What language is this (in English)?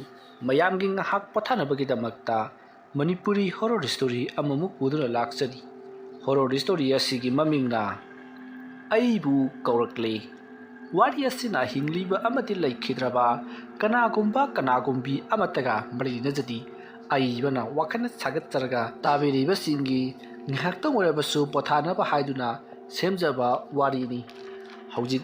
Manipuri